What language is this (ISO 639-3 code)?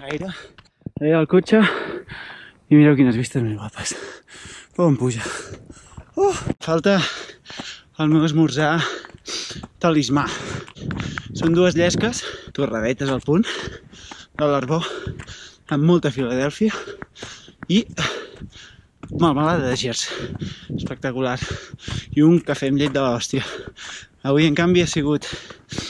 cat